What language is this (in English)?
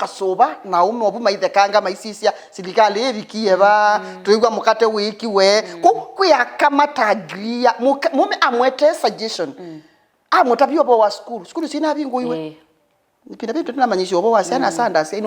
Kamba